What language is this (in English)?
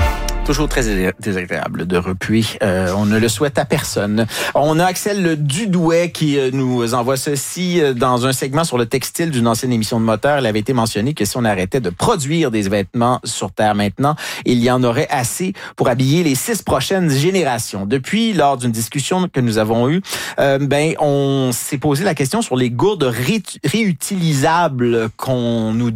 French